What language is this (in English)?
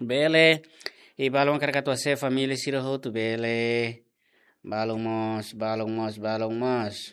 Tetum